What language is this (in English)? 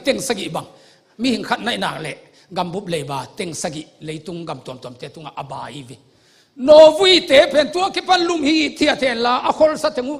Tedim Chin